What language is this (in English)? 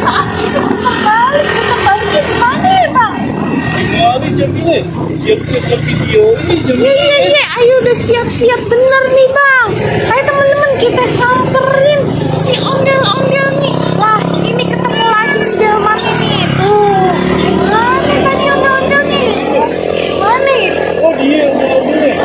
Betawi